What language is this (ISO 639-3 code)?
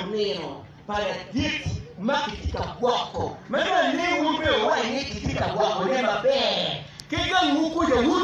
ach